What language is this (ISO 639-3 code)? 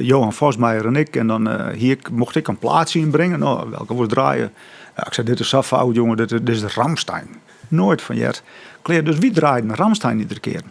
fry